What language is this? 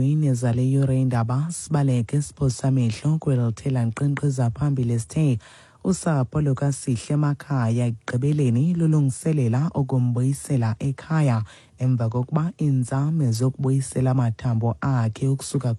Xhosa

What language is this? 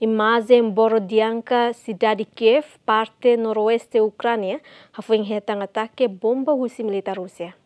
Tetum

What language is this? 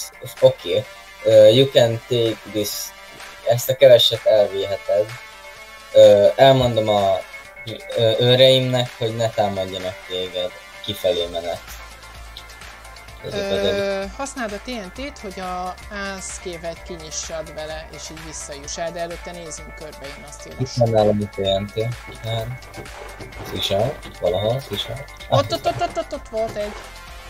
Hungarian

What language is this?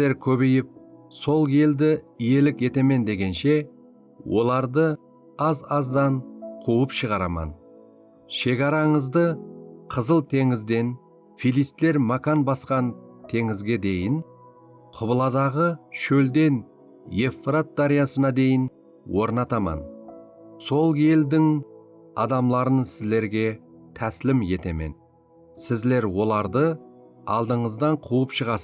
Kara-Kalpak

